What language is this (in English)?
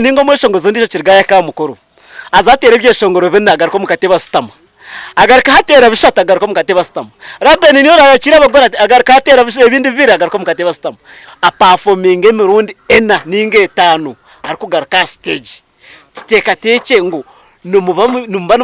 Nyankole